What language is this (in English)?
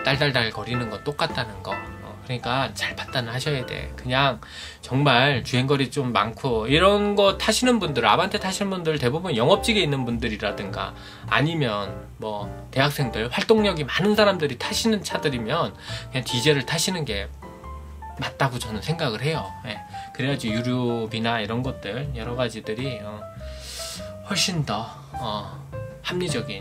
Korean